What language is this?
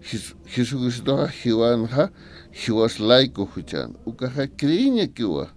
Aymara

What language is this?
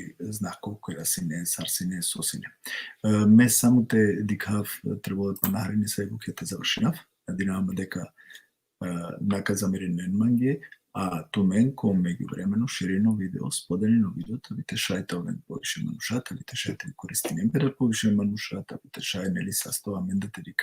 Balkan Romani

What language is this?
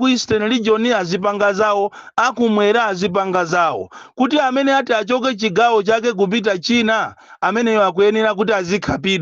Nyanja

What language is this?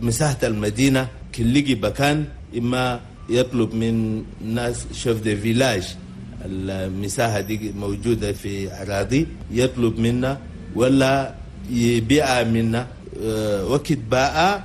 Chadian Arabic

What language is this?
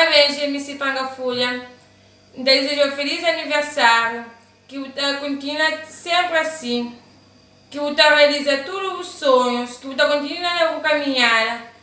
Kabuverdianu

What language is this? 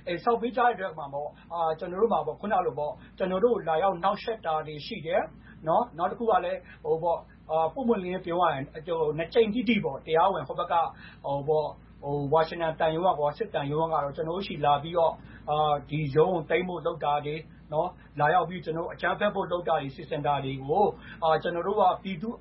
Burmese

